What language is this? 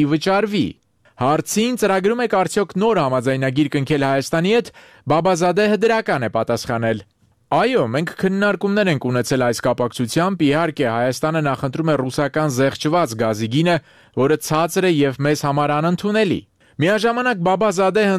Armenian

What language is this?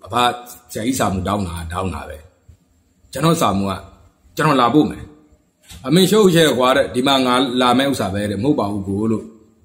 Burmese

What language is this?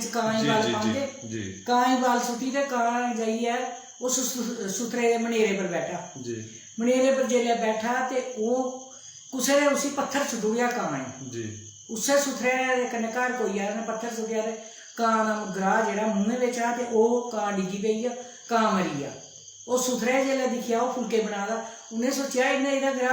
Dogri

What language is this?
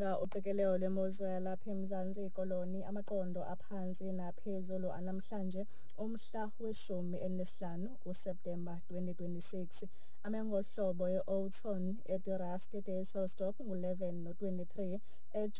Xhosa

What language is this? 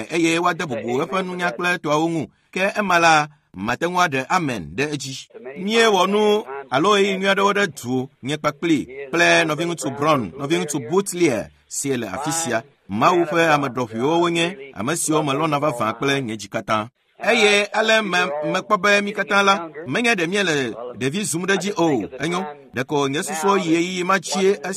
Ewe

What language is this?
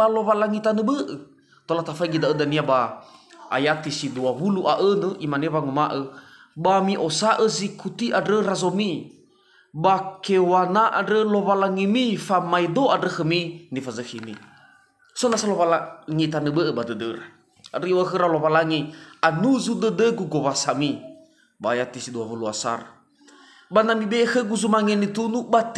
Nias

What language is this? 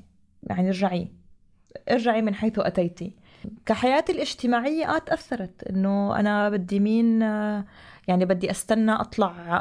North Levantine Arabic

